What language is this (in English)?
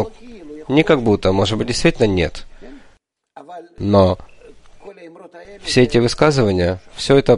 Russian